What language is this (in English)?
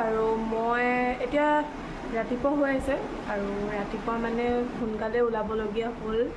Assamese